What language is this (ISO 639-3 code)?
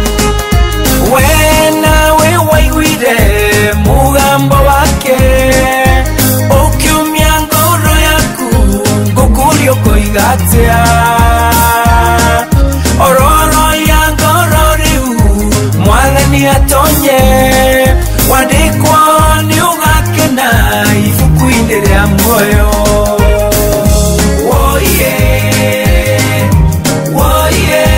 kik